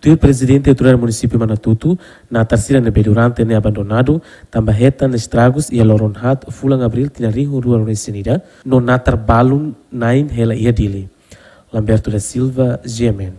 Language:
Tetum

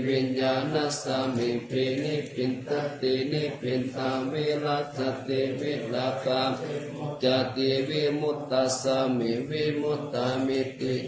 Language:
Pali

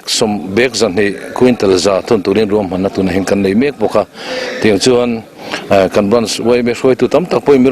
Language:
Mizo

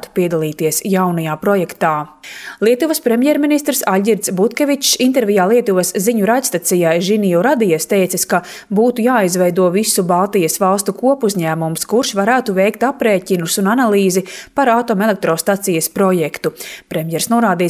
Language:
Latvian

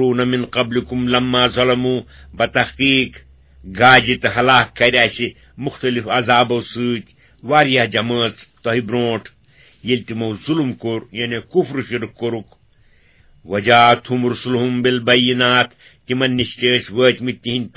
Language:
Kashmiri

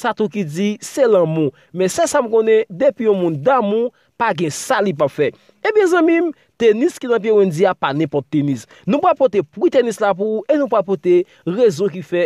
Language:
Haitian Creole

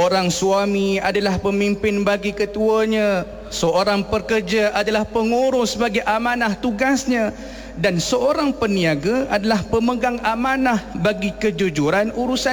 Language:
Malay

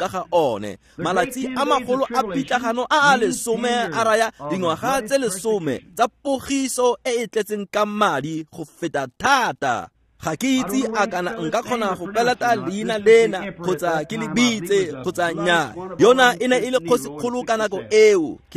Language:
Tswana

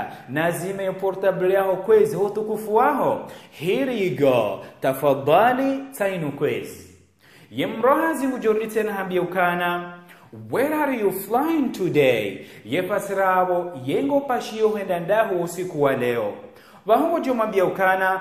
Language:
Ngazidja Comorian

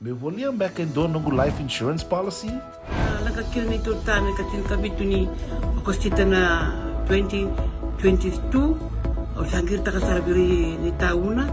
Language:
Fijian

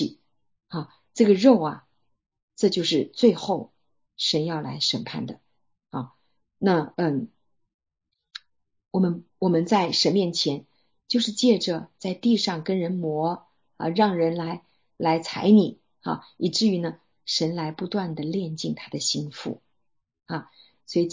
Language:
Chinese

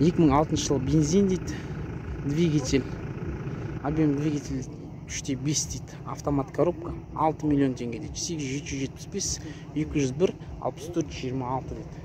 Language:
Kazakh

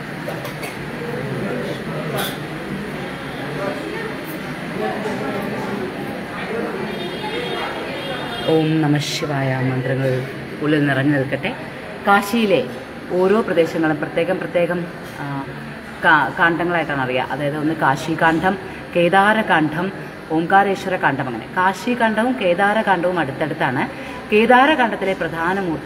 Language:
Malayalam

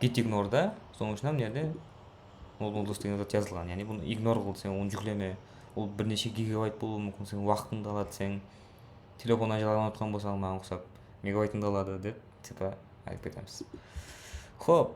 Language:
Kara-Kalpak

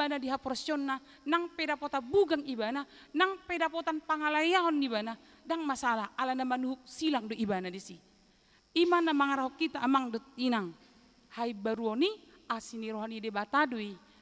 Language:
Batak Toba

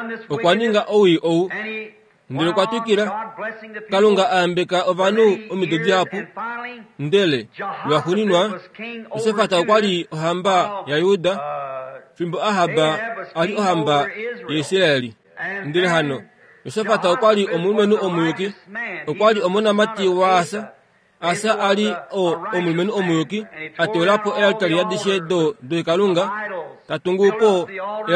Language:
Kuanyama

